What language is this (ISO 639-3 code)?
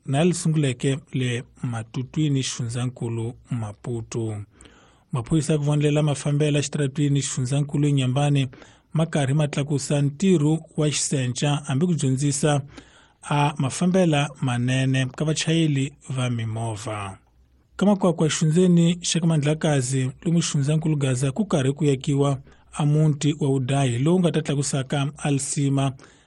tso